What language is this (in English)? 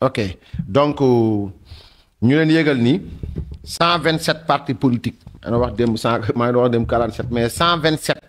Wolof